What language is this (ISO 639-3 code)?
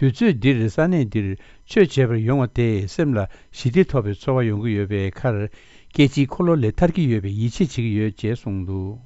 bod